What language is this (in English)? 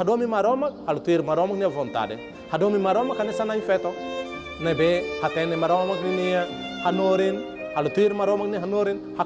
Tetum